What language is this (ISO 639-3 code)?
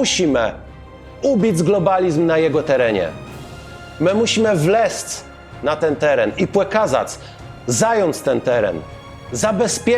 csb